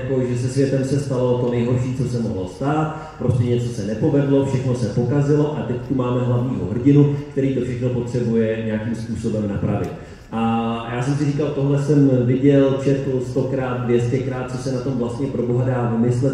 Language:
Czech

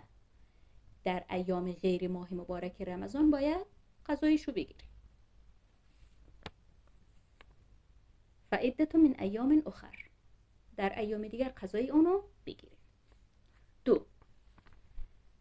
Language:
Persian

